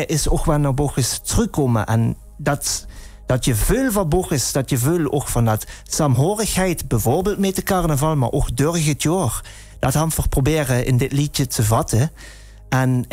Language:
Limburgish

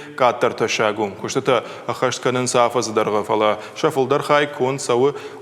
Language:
Ossetic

